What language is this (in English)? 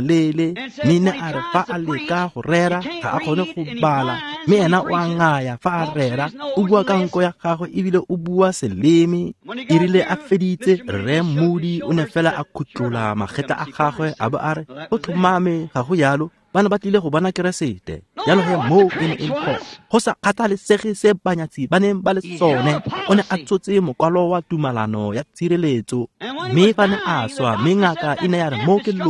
Tswana